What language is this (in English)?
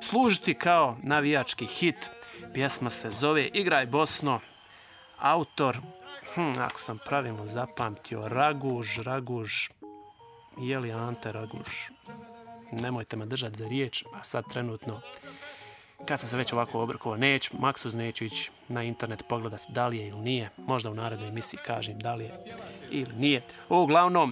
Bosnian